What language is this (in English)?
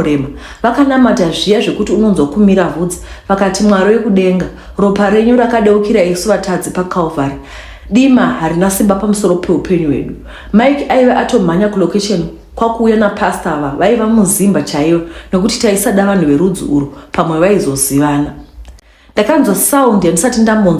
Shona